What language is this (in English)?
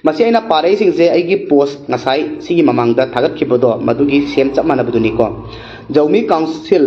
Manipuri